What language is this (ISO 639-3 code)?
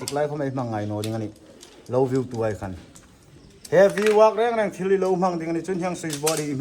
hmr